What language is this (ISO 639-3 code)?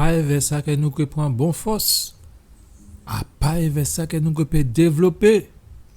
gcf